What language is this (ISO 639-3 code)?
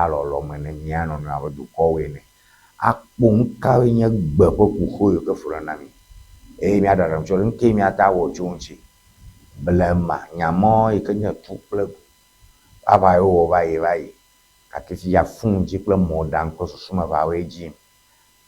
ewe